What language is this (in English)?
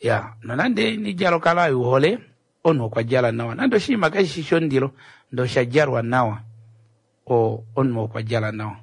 Kuanyama